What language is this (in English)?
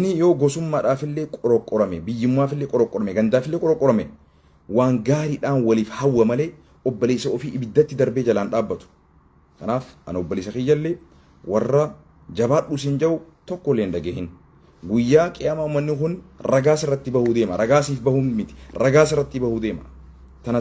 Oromo